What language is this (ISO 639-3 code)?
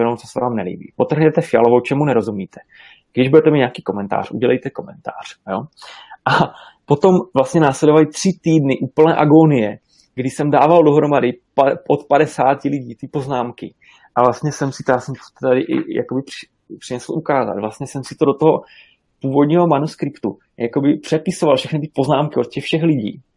ces